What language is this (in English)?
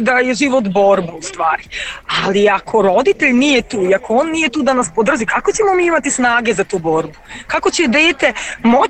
Serbian